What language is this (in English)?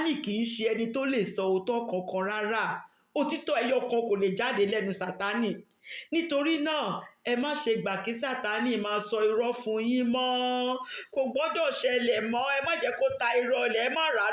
Yoruba